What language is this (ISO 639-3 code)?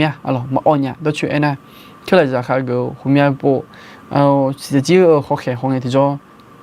ahk